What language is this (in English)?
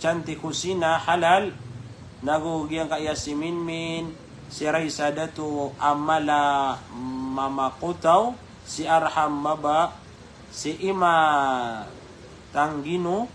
Maranao